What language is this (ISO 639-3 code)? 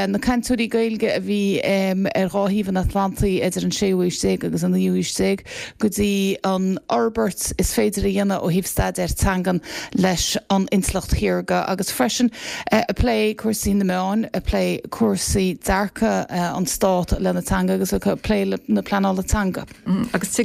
gle